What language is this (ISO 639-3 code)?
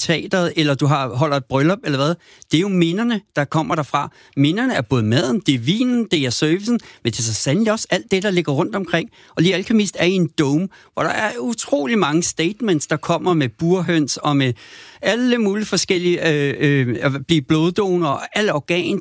dan